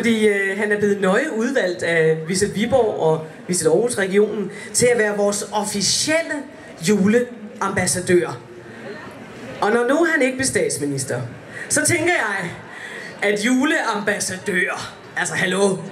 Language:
Danish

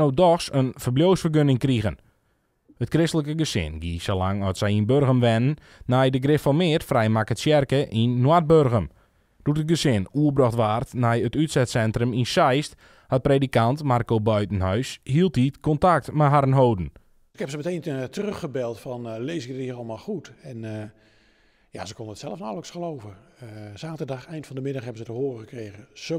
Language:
Western Frisian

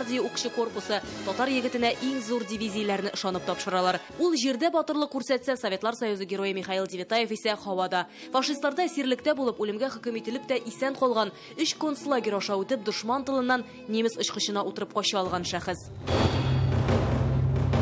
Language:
Tatar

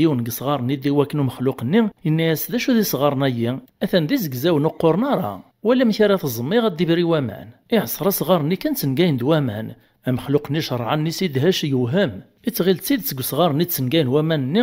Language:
Kabyle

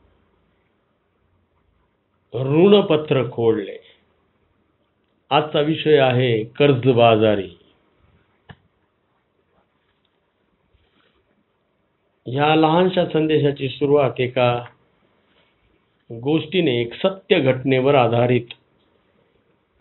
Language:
Marathi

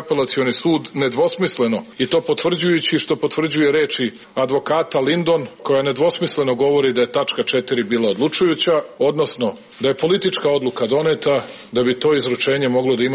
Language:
Serbian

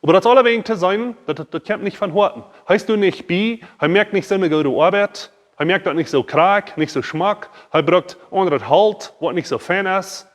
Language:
Plautdietsch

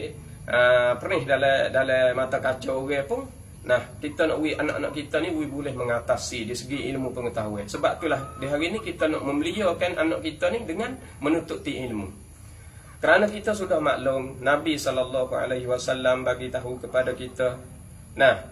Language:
Malay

